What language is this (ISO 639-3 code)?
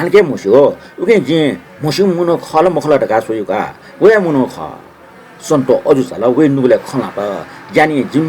new